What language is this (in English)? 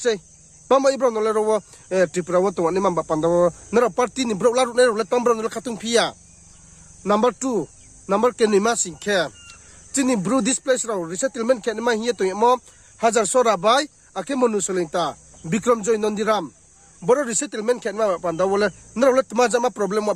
Riang (India)